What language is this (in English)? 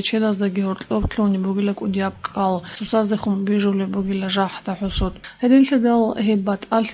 Avaric